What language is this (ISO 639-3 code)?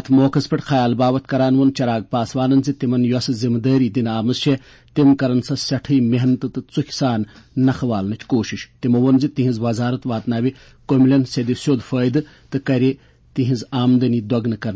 kas